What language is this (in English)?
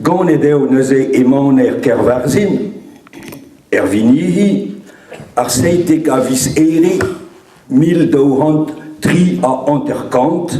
Breton